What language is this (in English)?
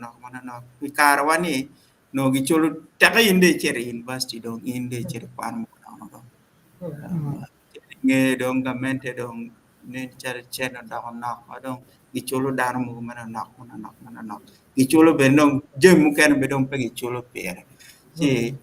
Acoli